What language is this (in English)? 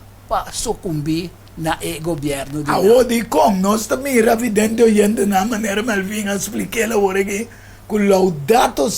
Papiamento